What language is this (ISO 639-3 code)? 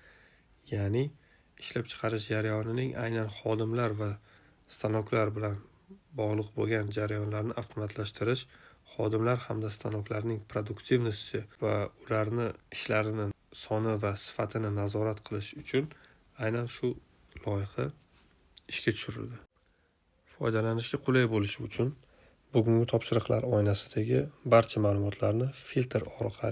uzb